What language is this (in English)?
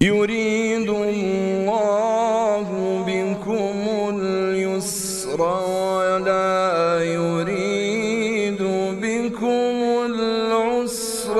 Central Kurdish